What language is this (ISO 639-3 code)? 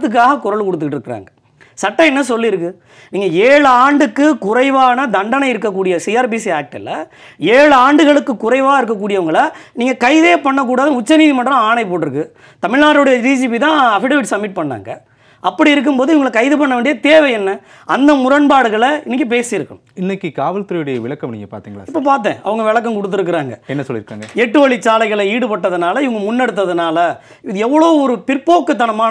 tam